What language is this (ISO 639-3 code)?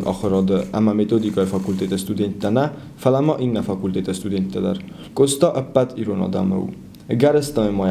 oss